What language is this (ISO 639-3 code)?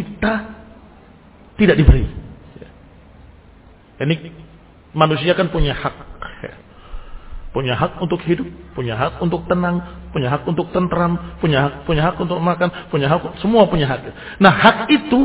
ind